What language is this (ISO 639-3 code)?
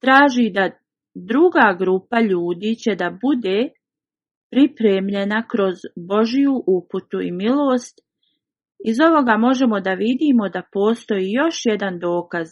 bos